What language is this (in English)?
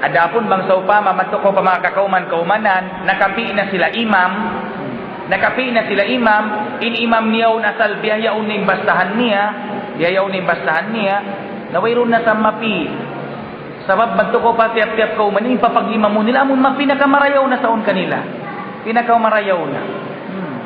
Tausug